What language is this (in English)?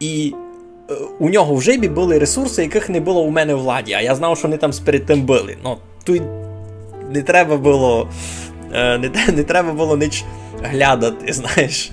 Rusyn